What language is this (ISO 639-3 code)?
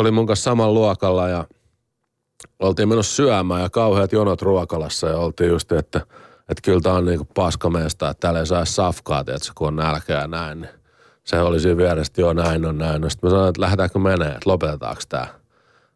fin